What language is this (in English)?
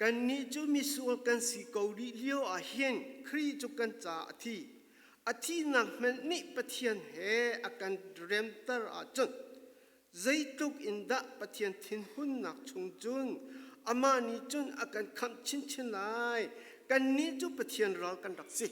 Falam Chin